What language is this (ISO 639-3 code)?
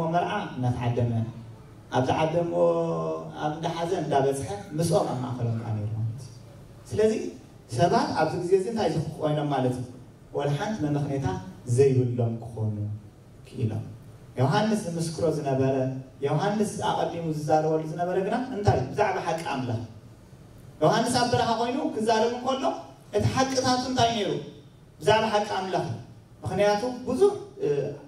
tir